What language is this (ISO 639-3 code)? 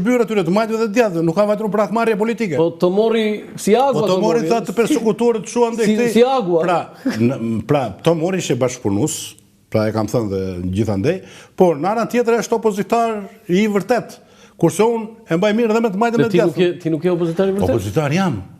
sqi